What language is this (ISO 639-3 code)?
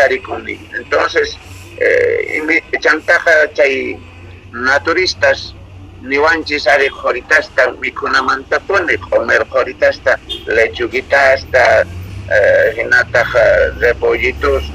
quh